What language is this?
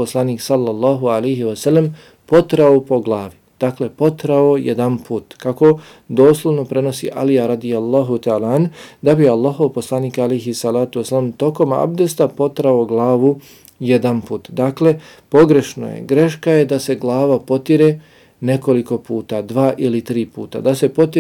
Bosnian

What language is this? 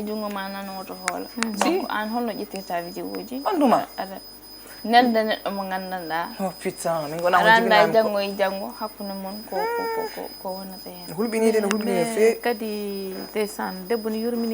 Fula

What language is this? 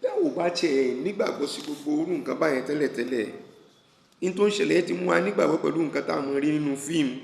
Yoruba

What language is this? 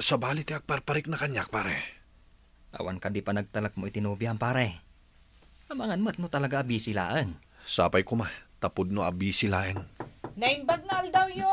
Iloko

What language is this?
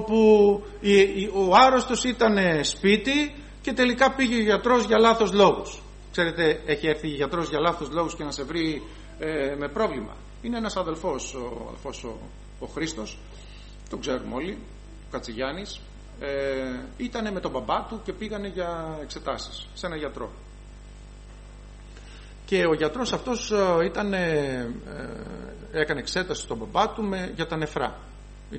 Greek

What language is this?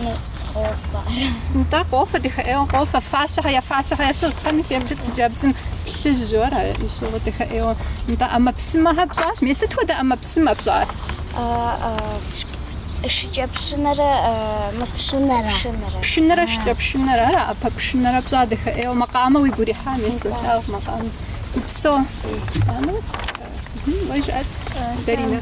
Kabardian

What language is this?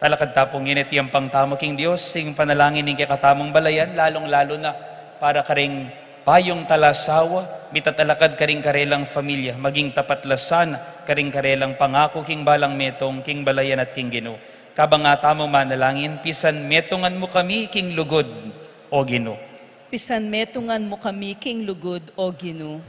Pampanga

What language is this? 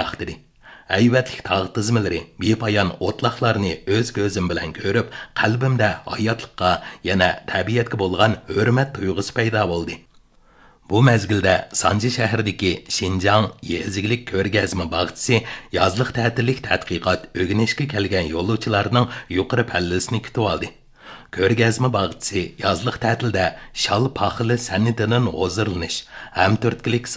Uyghur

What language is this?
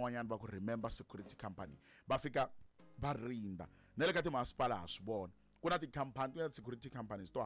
Tsonga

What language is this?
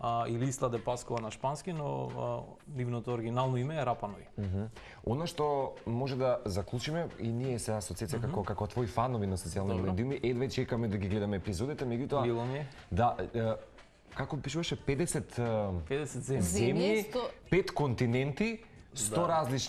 Macedonian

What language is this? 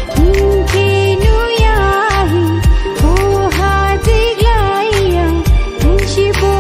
Dimasa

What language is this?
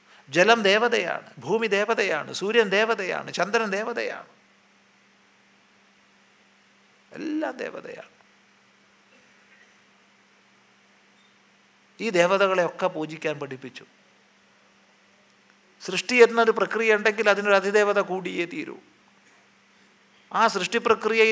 Malayalam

